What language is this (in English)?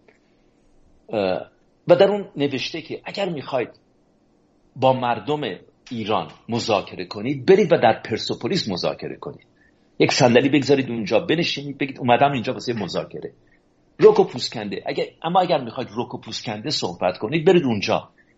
Persian